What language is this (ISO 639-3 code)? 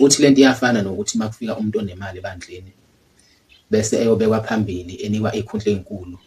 zul